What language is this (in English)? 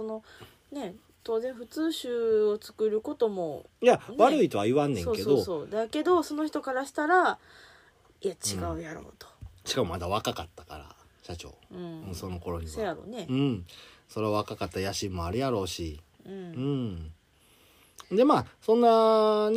Japanese